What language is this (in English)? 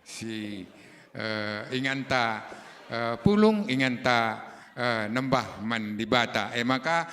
Batak Karo